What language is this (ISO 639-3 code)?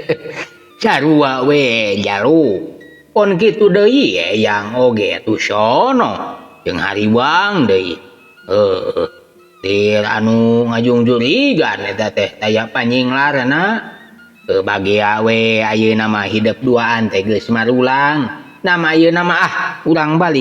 sun